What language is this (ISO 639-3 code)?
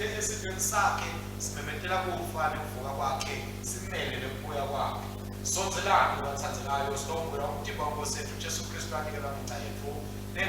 ssw